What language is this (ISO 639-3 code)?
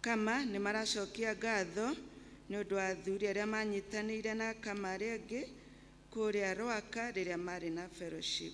kik